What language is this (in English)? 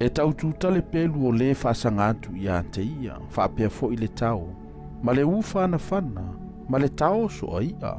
Samoan